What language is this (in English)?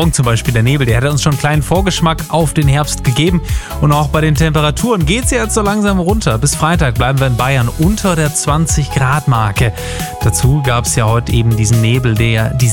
German